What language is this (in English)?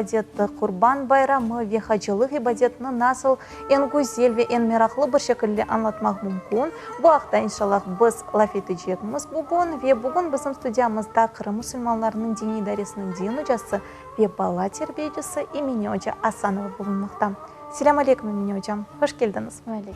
Crimean Tatar